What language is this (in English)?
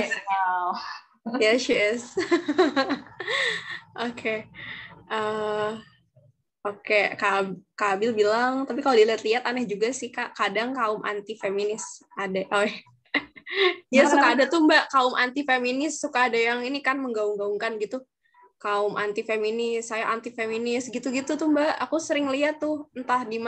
Indonesian